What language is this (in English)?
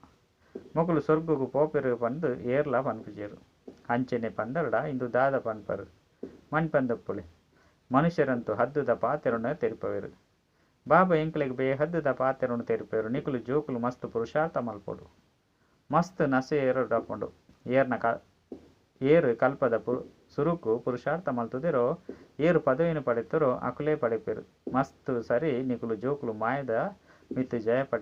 Tulu